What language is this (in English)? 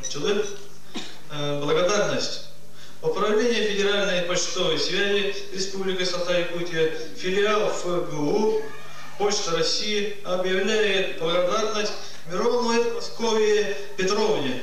Yakut